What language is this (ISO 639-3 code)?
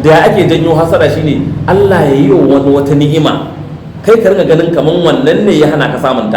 hau